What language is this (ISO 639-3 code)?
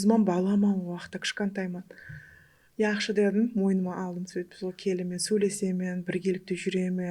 kaa